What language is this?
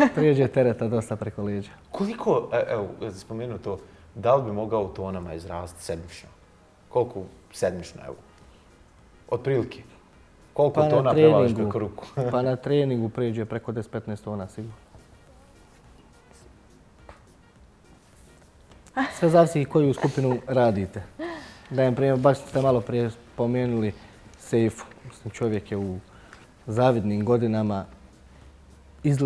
Bosnian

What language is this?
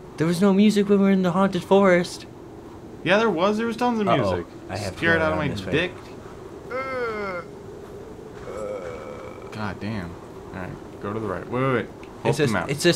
English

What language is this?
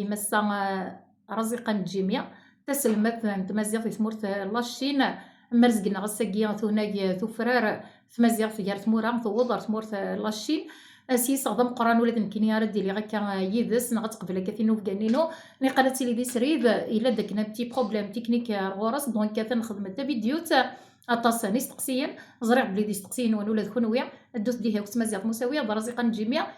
Kabyle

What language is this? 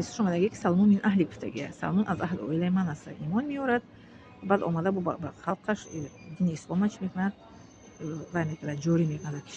Tajik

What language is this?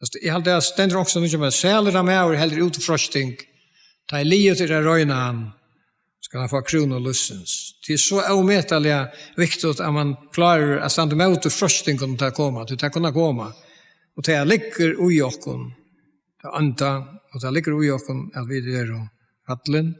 Faroese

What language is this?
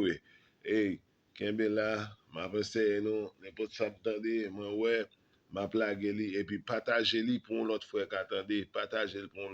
Haitian Creole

